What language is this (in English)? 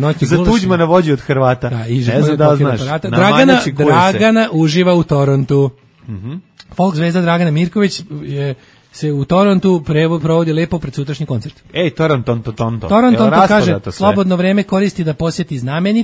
Serbian